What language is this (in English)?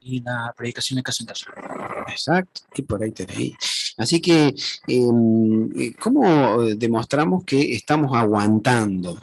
Guarani